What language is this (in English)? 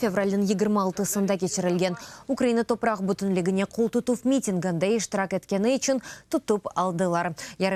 Crimean Tatar